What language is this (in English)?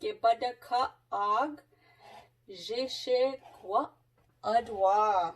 Chippewa